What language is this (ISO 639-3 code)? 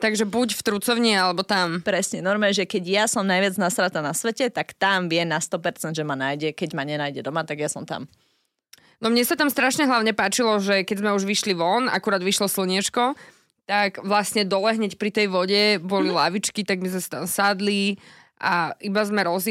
slk